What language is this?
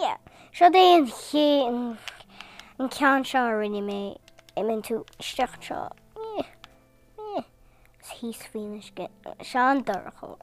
Irish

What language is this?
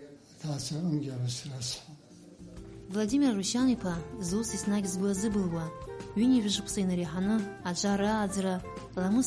Abkhazian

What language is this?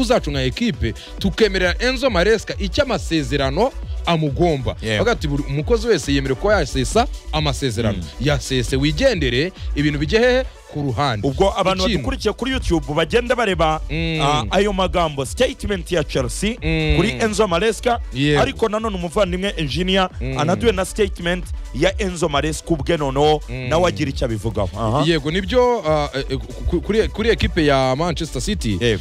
Kinyarwanda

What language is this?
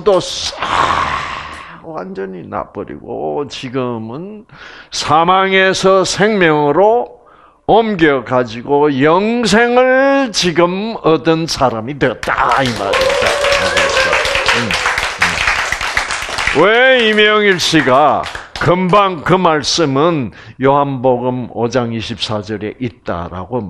Korean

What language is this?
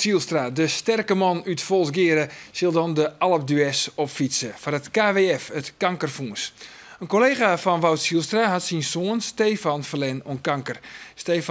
Western Frisian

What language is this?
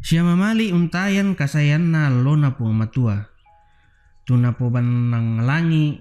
Toraja-Sa'dan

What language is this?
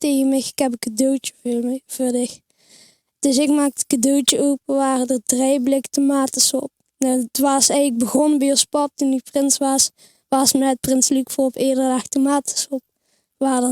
Limburgish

